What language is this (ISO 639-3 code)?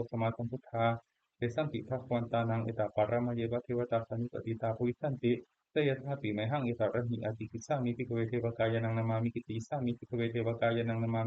pli